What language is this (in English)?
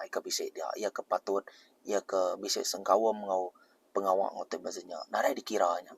Iban